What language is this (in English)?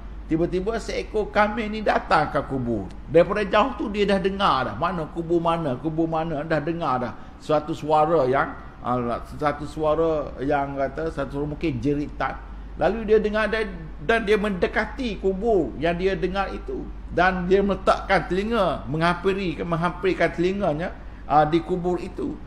Malay